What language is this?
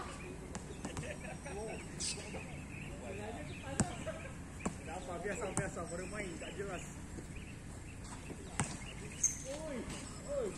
Malay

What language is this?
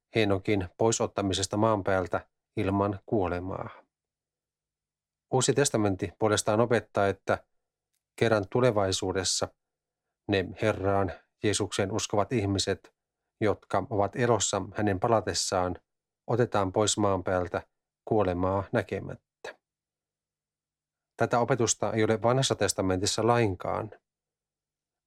Finnish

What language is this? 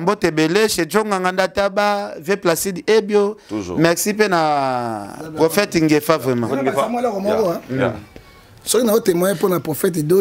Lingala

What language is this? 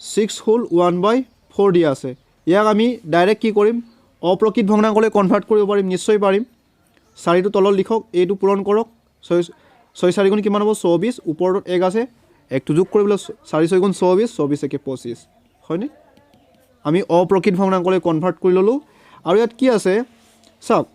Assamese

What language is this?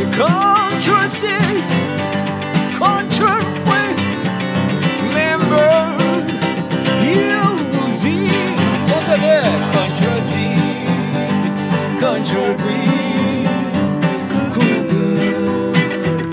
Korean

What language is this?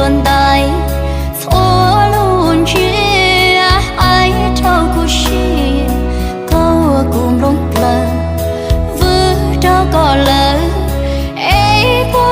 Hmong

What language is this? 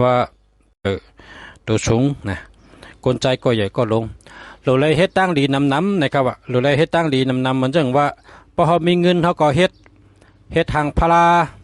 Shan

